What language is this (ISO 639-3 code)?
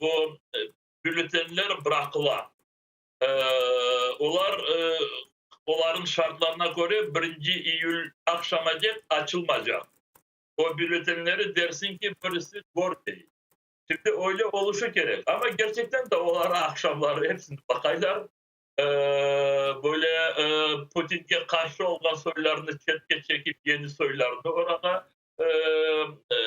crh